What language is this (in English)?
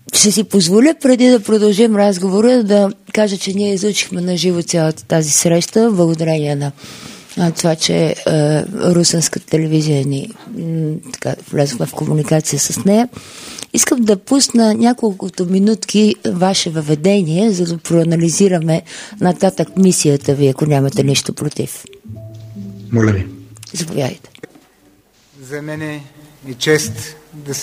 Bulgarian